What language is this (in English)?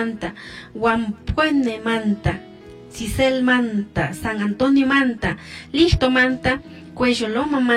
Chimborazo Highland Quichua